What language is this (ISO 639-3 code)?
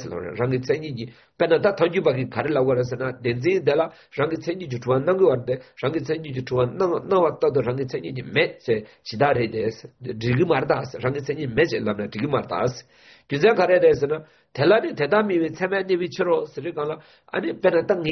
zho